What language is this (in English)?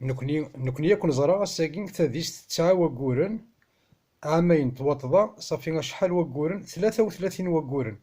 Kabyle